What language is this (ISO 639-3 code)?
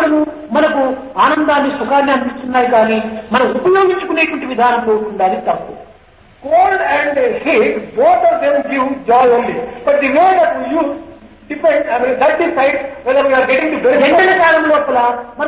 tel